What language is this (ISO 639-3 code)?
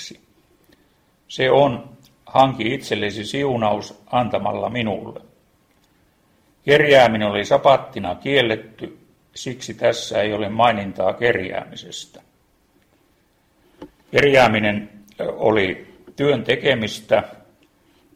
fin